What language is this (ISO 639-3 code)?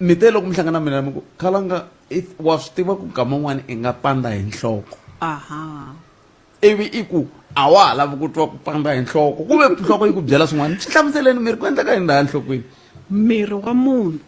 tso